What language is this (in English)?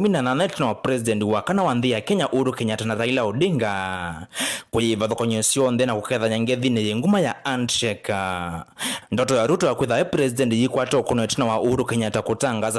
Kamba